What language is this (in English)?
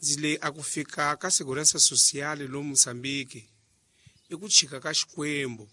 Tsonga